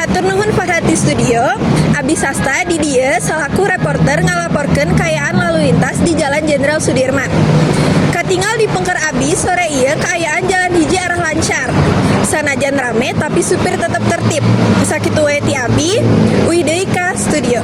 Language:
Sundanese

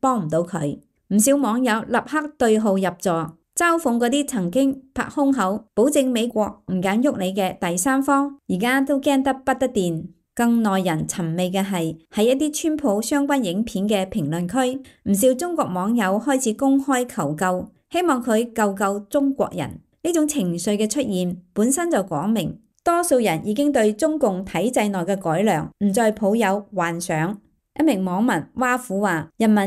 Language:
Cantonese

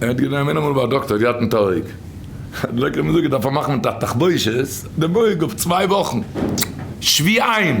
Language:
Yiddish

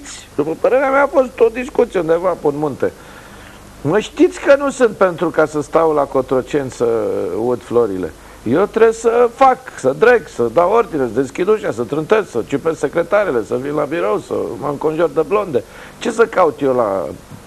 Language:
Romanian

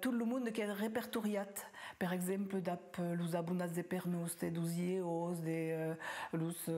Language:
Occitan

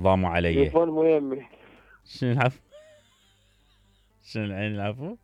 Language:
Mesopotamian Arabic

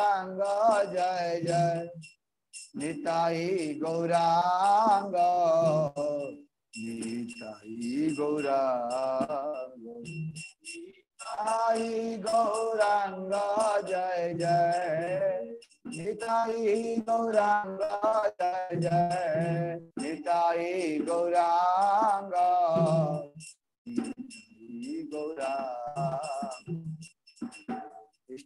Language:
Odia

